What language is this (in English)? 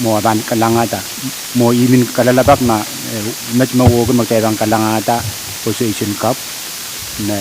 Pohnpeian